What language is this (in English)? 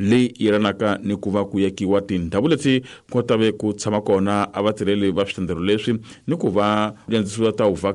Tsonga